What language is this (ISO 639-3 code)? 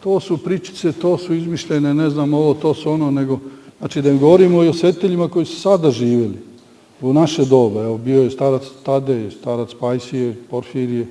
srp